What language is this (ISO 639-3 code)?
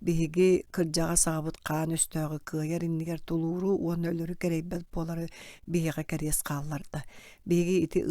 sah